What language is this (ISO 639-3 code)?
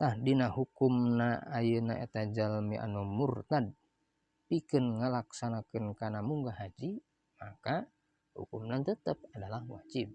sun